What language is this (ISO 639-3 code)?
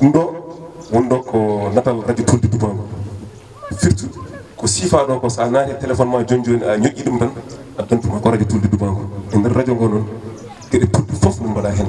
ful